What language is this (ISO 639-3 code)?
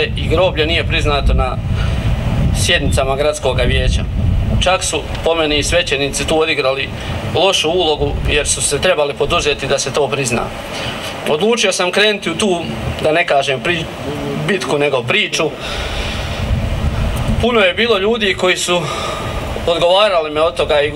hrv